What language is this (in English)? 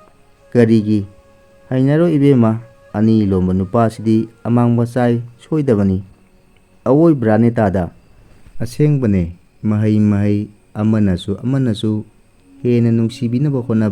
Manipuri